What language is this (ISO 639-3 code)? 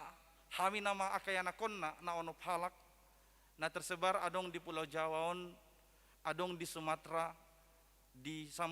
bbc